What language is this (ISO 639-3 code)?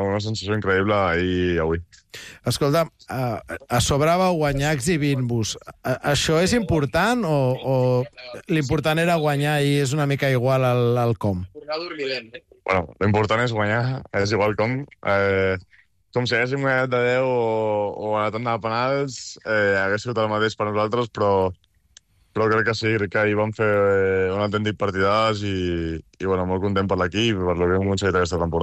cat